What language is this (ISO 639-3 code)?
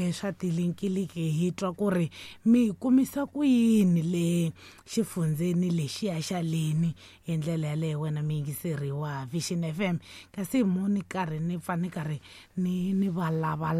tso